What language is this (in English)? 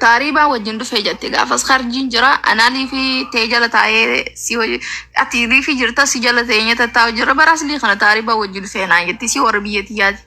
Oromo